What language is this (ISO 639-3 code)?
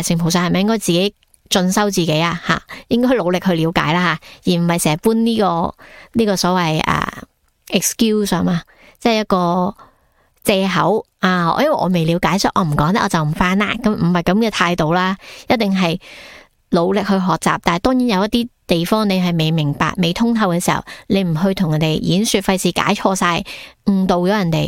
yue